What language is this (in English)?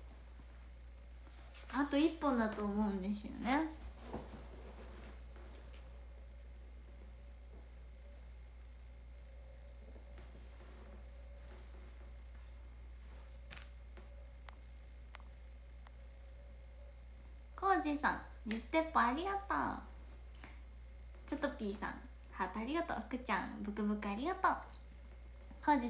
Japanese